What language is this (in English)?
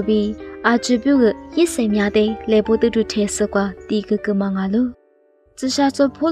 Lisu